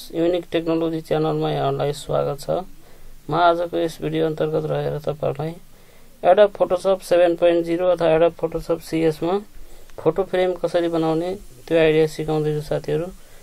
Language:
Nepali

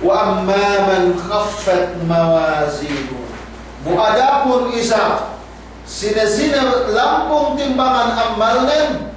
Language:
Yakan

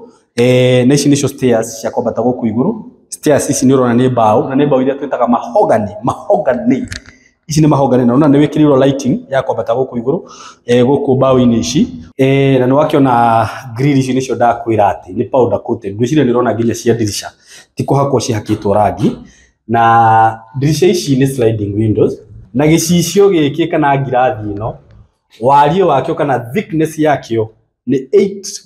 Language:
Kikuyu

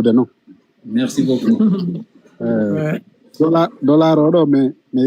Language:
Fula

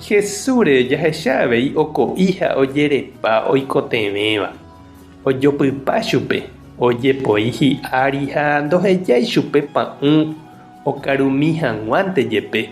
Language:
Guarani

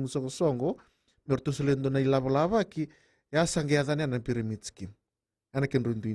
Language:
Fijian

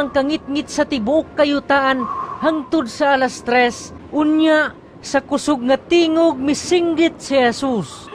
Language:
Cebuano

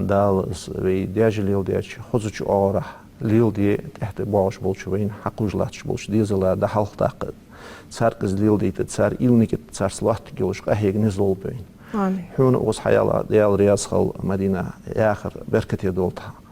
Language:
Ingush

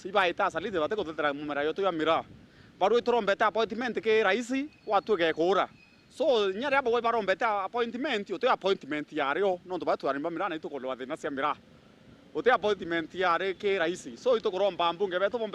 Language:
Meru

